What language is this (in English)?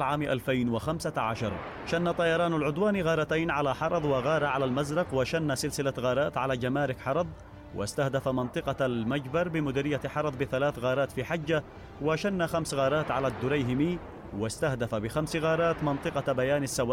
Arabic